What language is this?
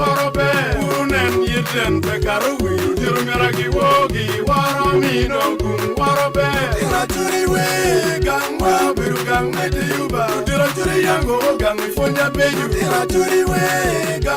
Acoli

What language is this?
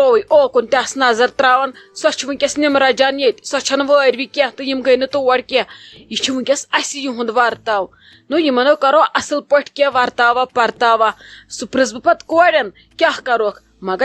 Kashmiri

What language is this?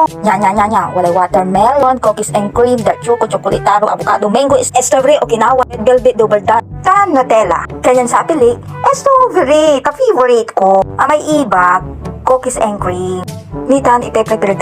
Pangasinan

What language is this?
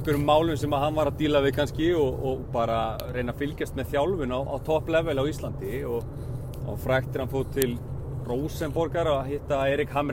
Icelandic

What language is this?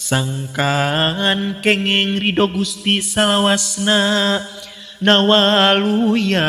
Sundanese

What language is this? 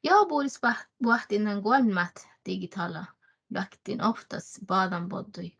Northern Sami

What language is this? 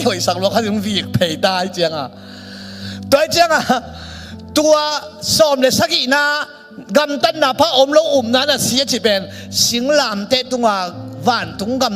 Tedim Chin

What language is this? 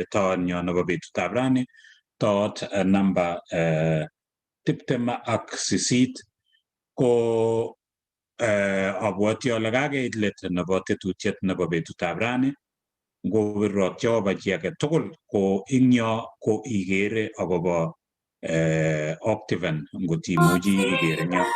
Kalenjin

